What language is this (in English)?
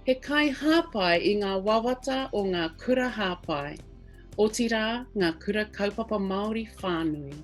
Māori